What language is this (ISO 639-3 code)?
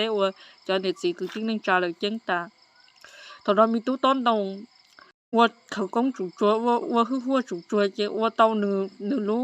hmn